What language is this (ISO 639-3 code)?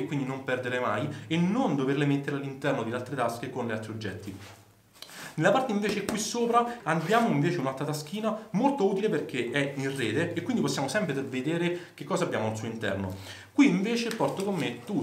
ita